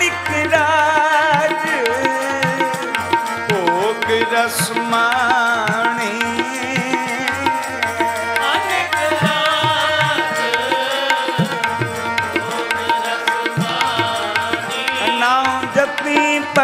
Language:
Punjabi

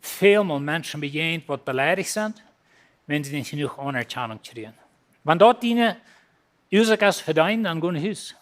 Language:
Plautdietsch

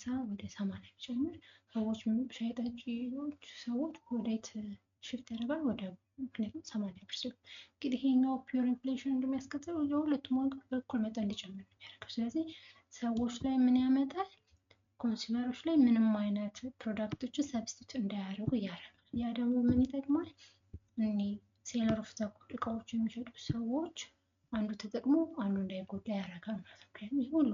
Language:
Amharic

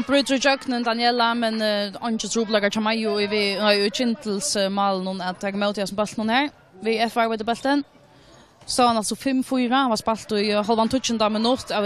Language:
Faroese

